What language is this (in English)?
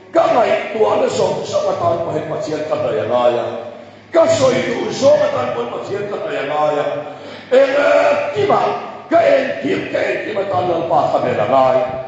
Mizo